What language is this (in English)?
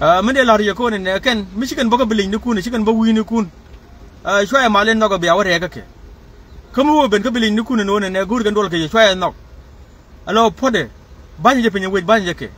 Nuer